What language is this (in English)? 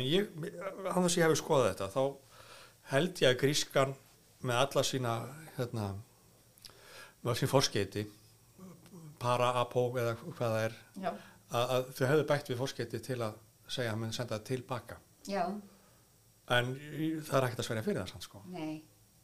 Icelandic